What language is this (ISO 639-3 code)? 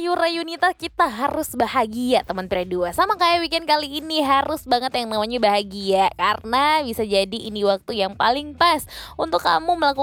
ind